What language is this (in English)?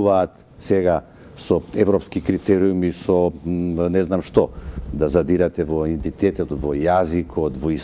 Macedonian